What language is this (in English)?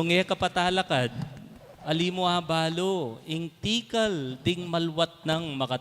Pampanga